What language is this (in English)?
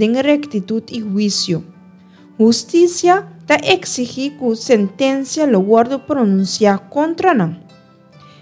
Papiamento